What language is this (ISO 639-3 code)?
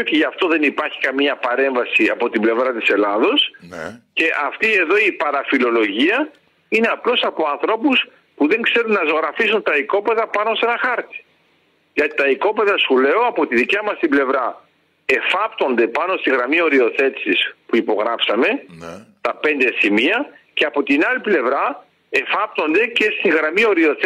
ell